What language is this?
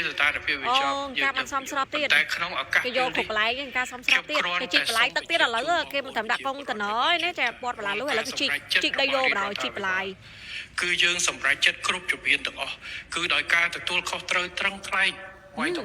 Khmer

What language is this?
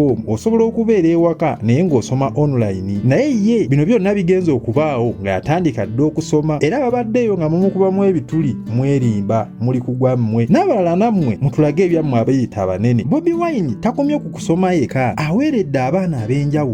Ganda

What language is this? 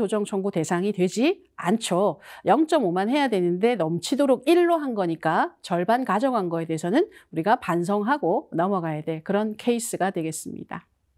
Korean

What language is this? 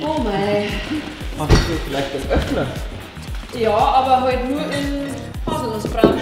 Bavarian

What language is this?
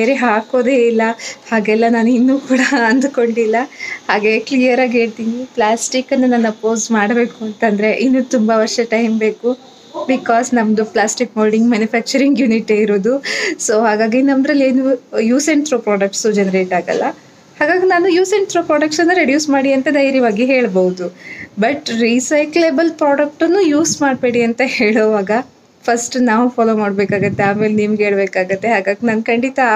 Kannada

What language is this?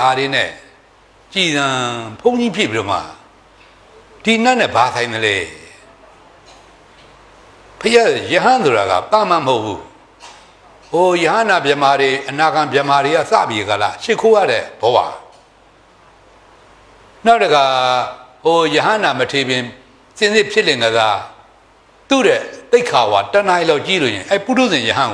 Burmese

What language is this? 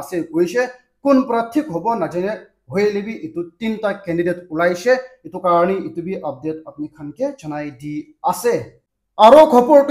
Naga Pidgin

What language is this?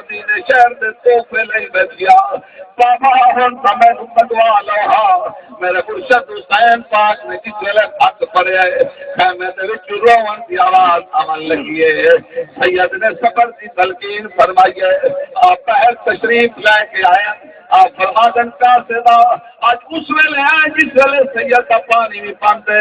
Saraiki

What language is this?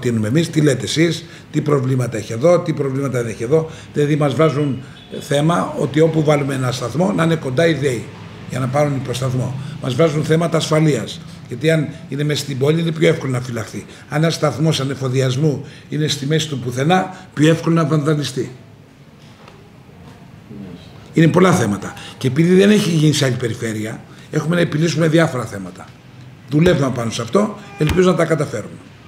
Greek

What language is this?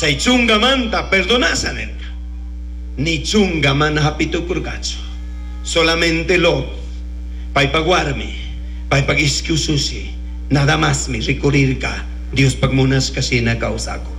Chimborazo Highland Quichua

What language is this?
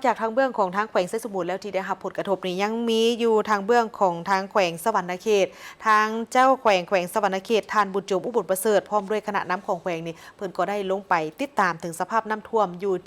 Lao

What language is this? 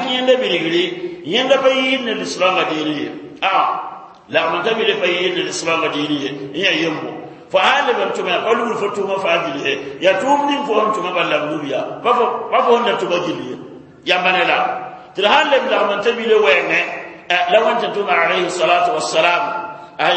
Mossi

